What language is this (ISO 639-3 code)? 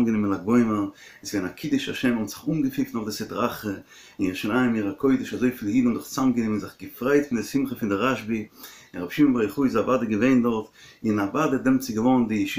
yid